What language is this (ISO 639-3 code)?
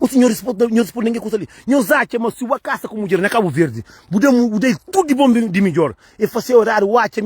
kea